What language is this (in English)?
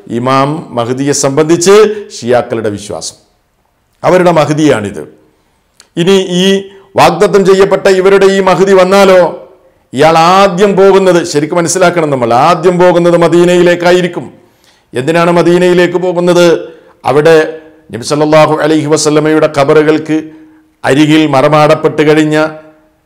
Malayalam